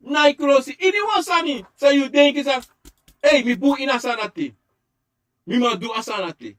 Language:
Sranan Tongo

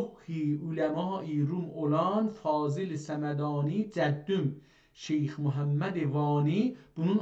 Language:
South Azerbaijani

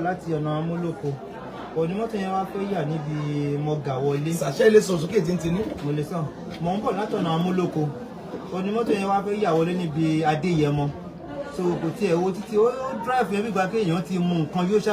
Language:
Yoruba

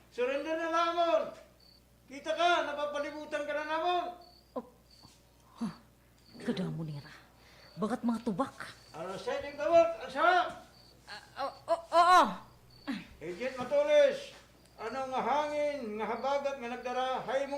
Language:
Waray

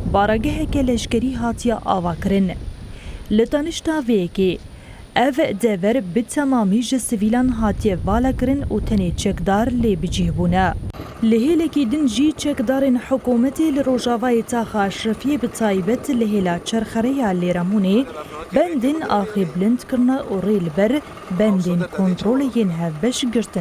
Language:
Kurdish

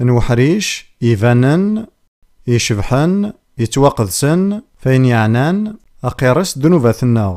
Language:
Kabyle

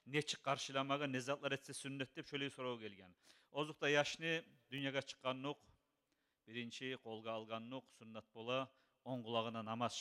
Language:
Kumyk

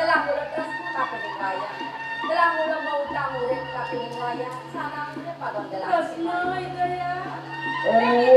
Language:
Balinese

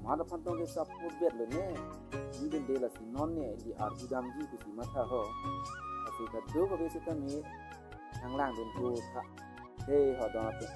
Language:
Karbi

